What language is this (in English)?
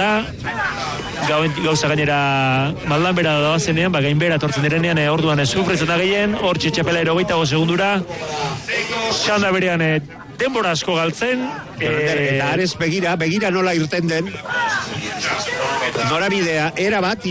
Basque